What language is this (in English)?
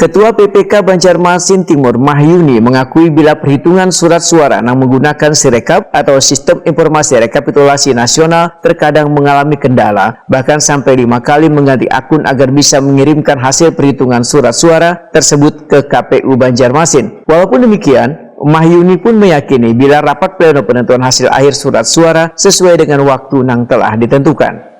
Banjar